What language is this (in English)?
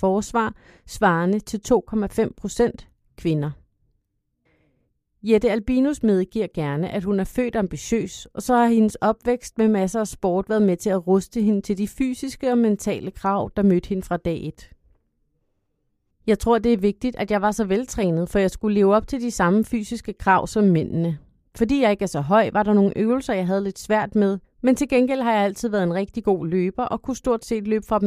Danish